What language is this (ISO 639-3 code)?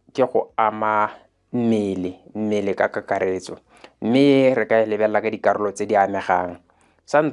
tsn